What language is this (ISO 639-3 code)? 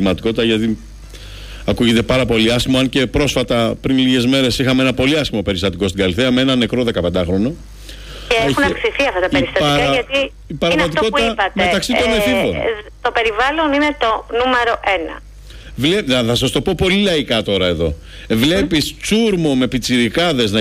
ell